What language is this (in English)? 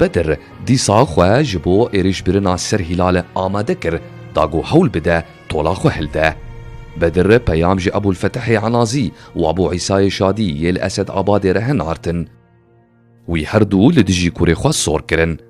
Kurdish